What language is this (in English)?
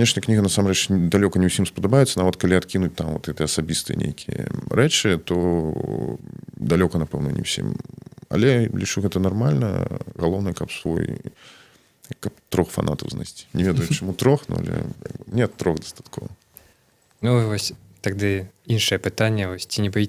Belarusian